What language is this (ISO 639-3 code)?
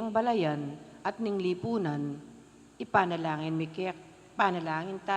pam